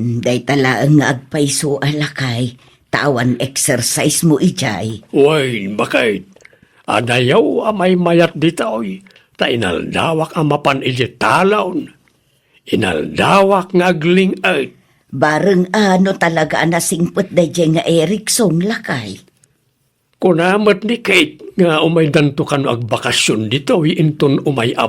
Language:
Iloko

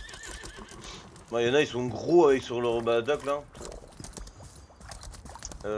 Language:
French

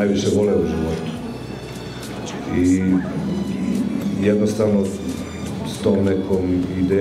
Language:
Serbian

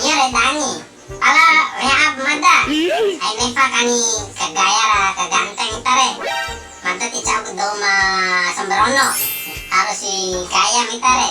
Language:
Bima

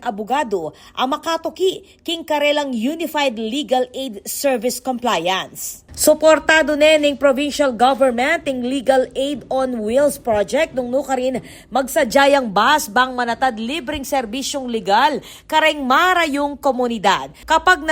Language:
Pampanga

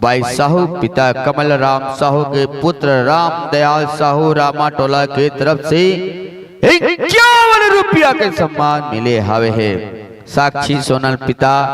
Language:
Chhattisgarhi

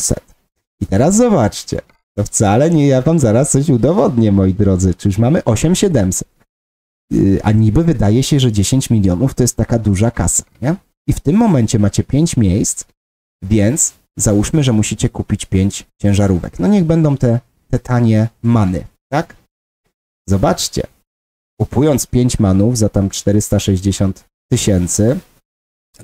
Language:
Polish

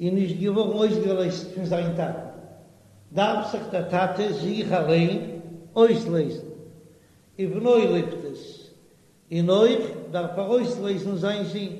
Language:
Yiddish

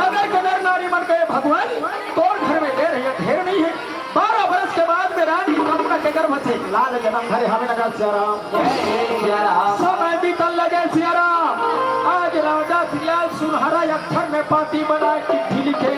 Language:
Chhattisgarhi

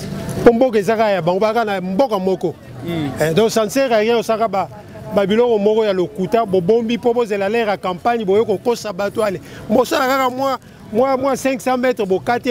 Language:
Lingala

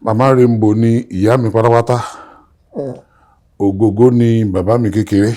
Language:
Yoruba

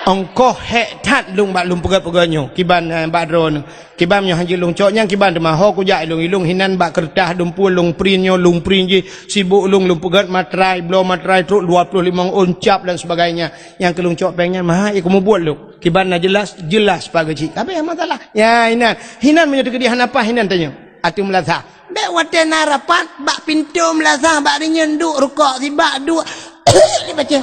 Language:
Achinese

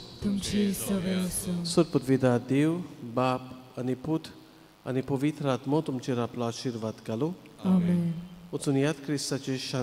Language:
Konkani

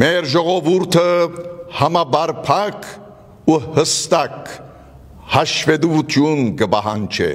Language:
Armenian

